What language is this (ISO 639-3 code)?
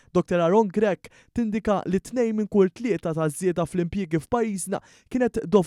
mlt